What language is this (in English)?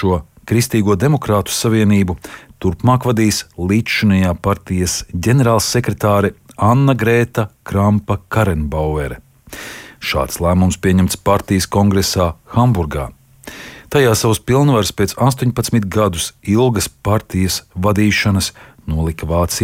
Latvian